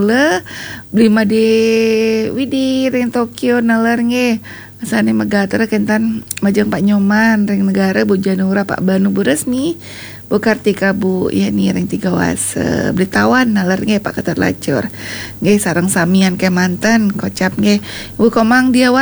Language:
Balinese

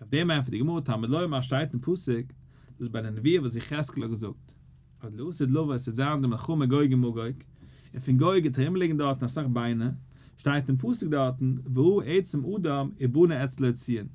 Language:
Yiddish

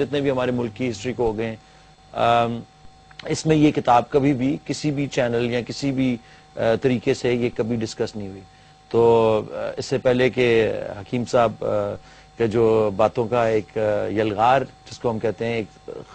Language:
Urdu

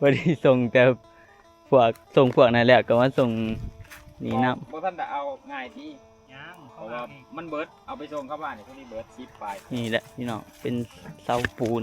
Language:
Northeastern Thai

